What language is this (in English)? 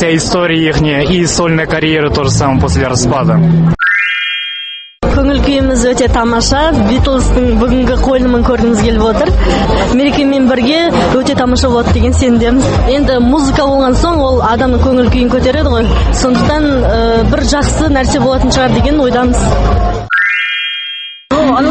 Kazakh